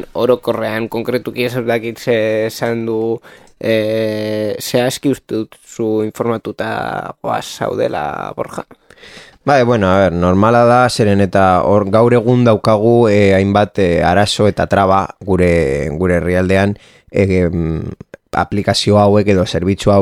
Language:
Basque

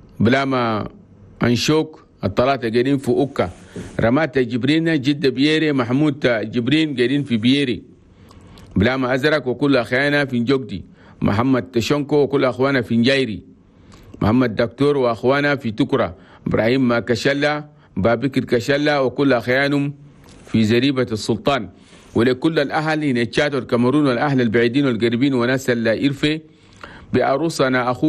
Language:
Chadian Arabic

